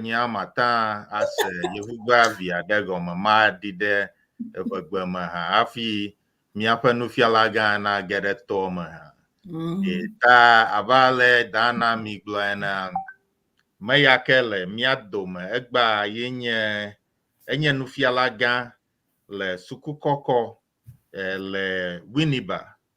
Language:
Ewe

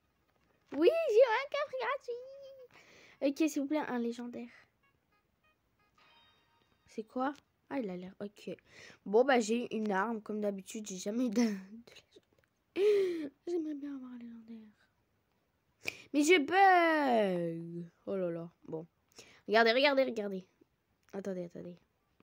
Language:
French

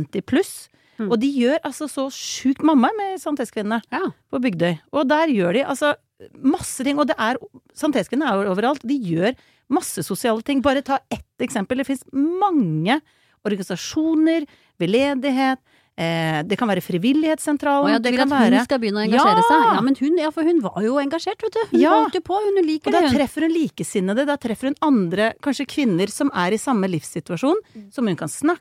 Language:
Norwegian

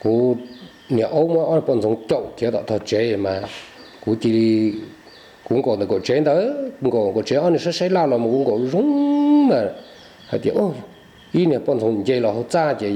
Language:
Hmong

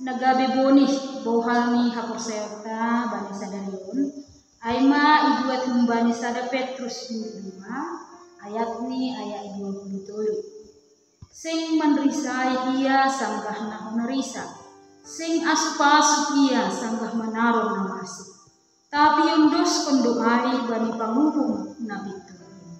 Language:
Batak Simalungun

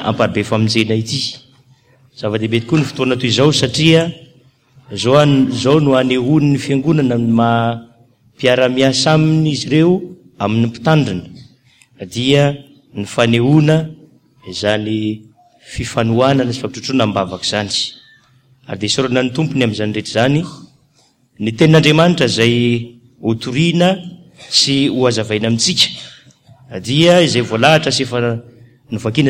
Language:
Malagasy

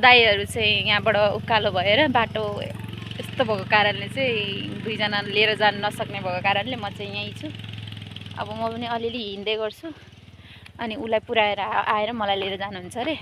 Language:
Nepali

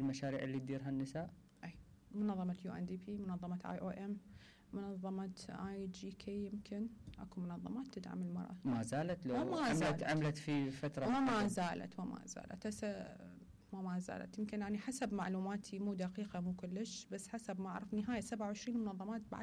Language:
Mesopotamian Arabic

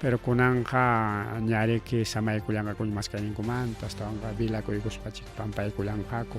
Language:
Ayacucho Quechua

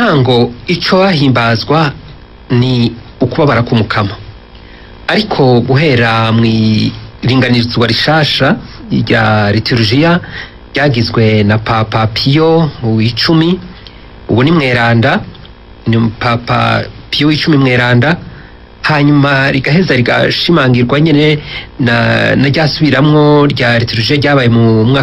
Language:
Rundi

